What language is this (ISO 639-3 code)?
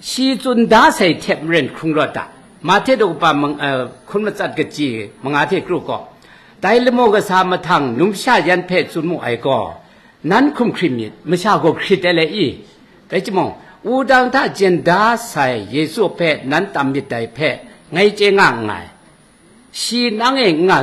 kac